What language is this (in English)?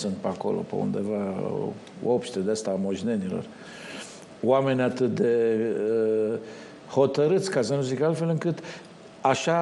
Romanian